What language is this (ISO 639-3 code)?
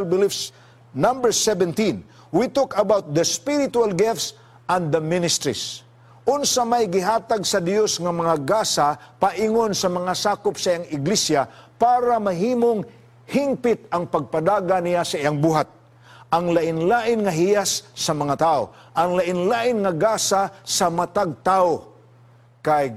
ceb